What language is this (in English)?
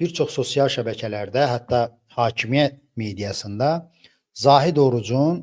Azerbaijani